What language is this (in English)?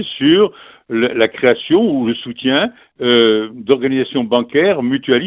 French